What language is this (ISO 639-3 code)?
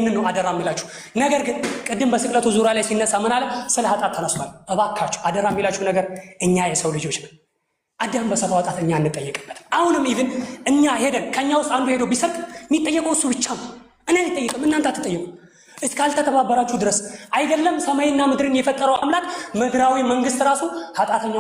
amh